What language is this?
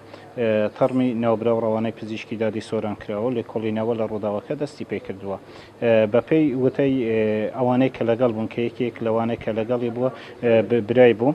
Central Kurdish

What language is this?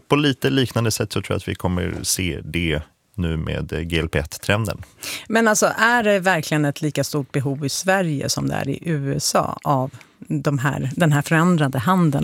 Swedish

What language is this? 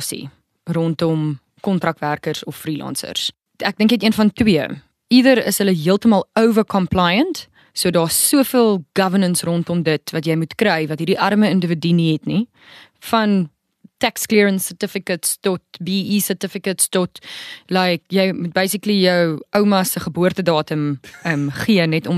Afrikaans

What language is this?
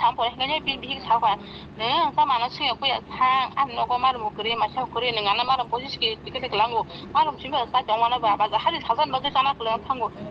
Kok Borok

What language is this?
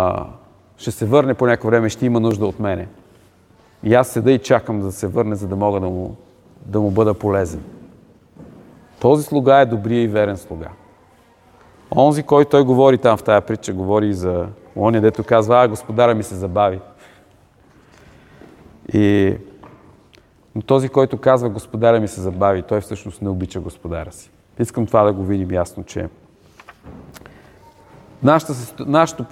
Bulgarian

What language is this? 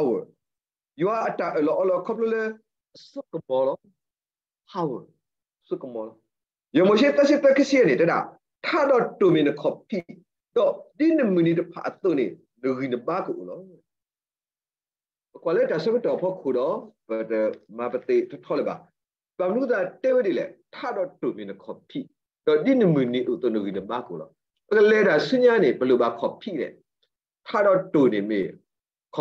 S'gaw Karen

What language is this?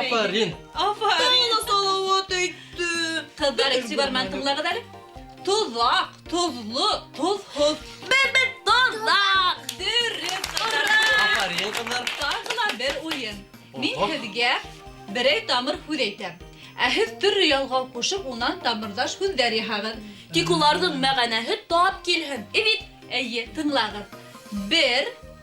Bashkir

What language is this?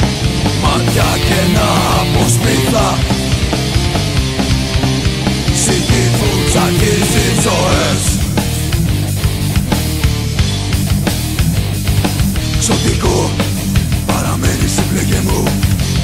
Greek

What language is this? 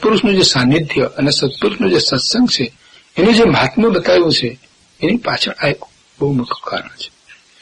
Gujarati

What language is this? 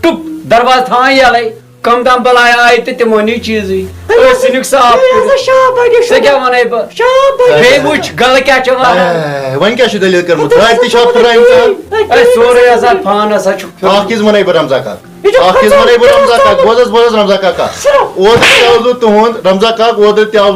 Kashmiri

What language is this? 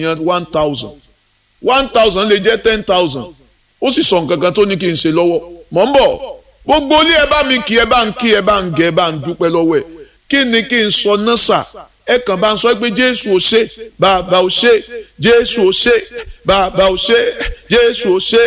Yoruba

